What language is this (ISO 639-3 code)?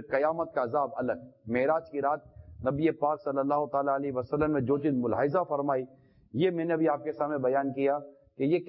urd